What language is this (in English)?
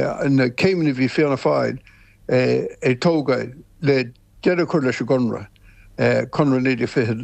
Irish